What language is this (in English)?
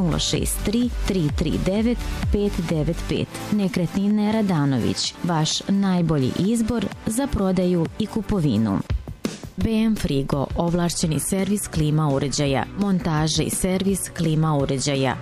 Serbian